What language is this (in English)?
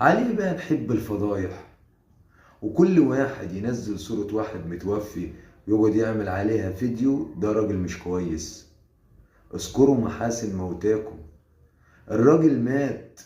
Egyptian Arabic